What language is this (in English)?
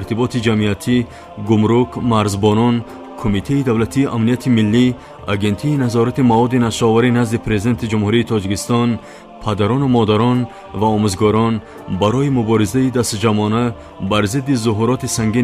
Tajik